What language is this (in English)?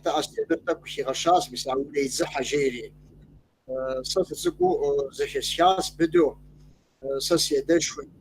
Kabardian